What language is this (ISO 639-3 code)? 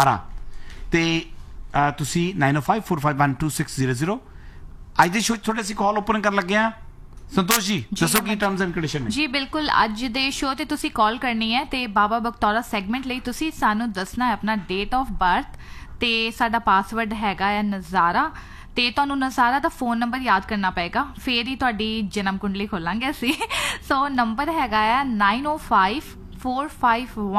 pan